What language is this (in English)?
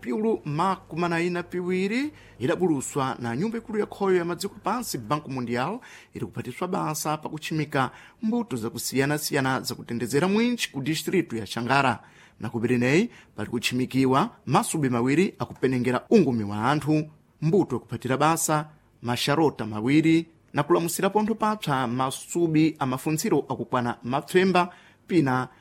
Sena